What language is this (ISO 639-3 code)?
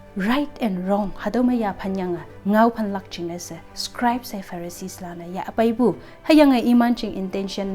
nbe